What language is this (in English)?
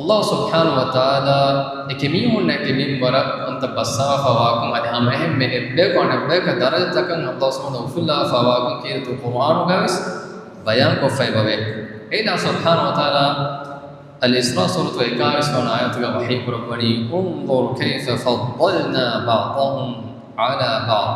Divehi